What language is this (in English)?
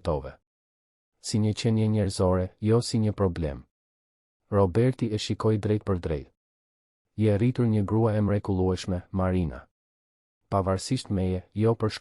Albanian